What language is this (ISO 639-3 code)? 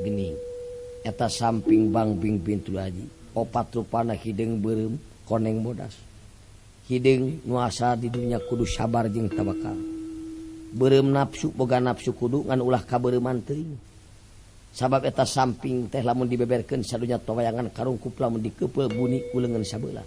sun